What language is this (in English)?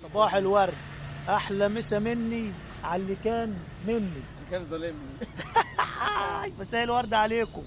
Egyptian Arabic